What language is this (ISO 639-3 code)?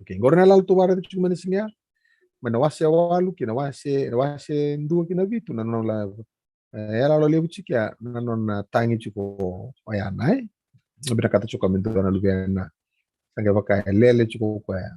fij